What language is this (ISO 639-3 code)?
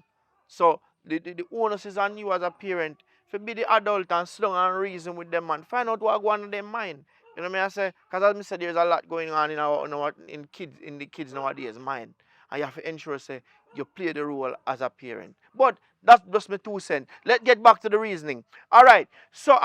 jam